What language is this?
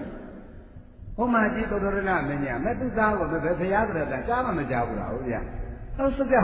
Burmese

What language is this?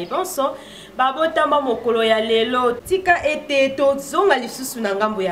Lingala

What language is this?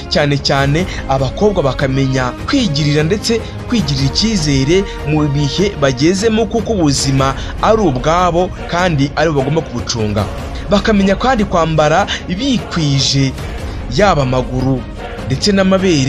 Kinyarwanda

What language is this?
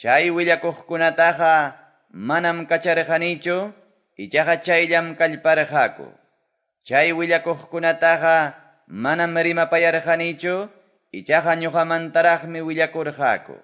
Quechua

